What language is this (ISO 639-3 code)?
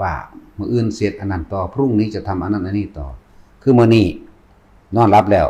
tts